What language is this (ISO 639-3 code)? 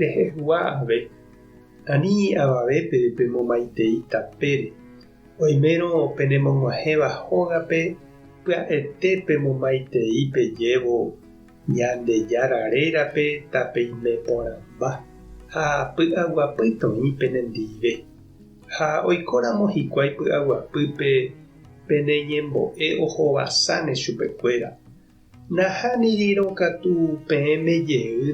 grn